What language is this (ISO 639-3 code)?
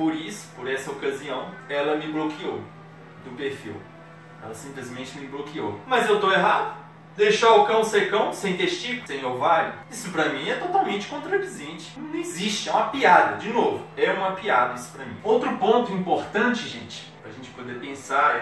por